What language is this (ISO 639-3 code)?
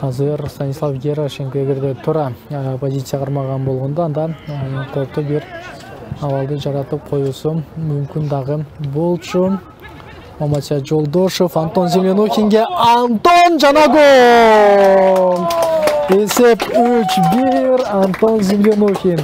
kir